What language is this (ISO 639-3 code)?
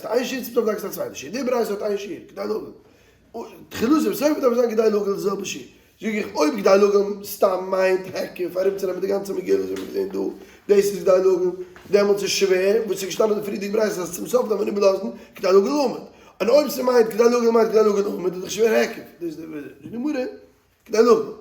yid